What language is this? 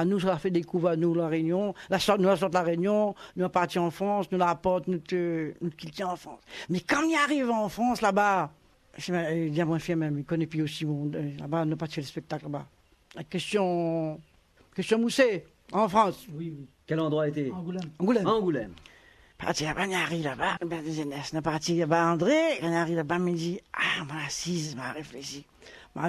Réunion Creole French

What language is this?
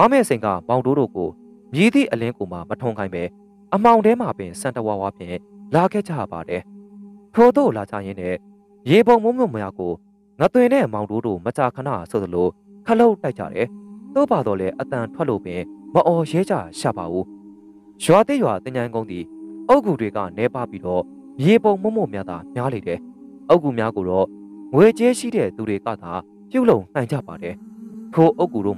Burmese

